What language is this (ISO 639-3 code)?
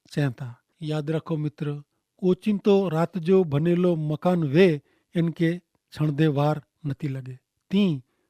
kfr